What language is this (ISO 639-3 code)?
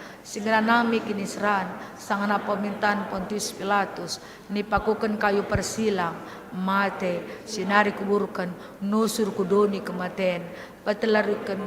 btx